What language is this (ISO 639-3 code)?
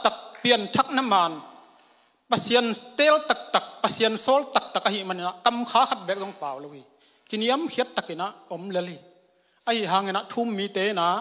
ctd